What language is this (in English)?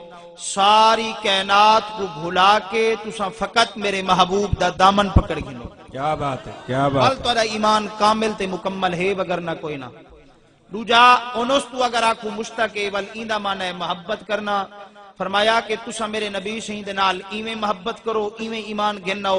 Saraiki